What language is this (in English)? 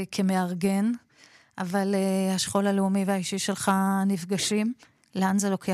Hebrew